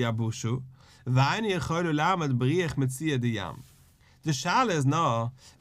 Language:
Yiddish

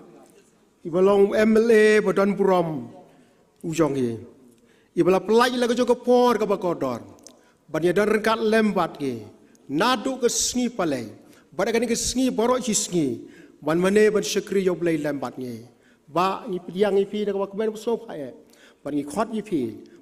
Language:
Khasi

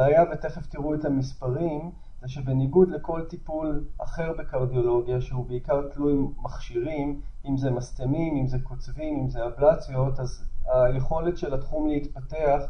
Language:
Hebrew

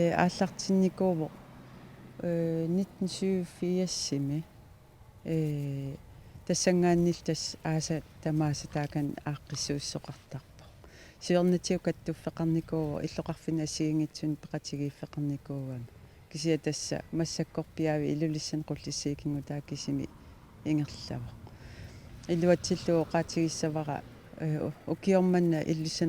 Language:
Kalaallisut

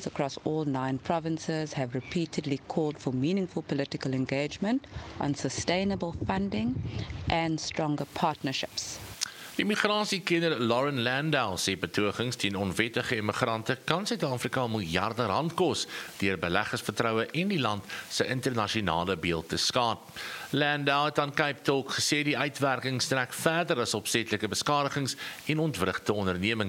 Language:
Afrikaans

